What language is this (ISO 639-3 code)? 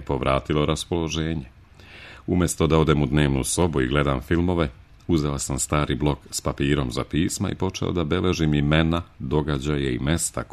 srp